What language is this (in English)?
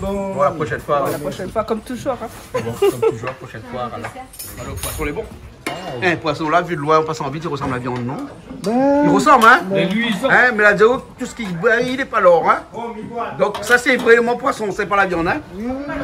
Réunion Creole French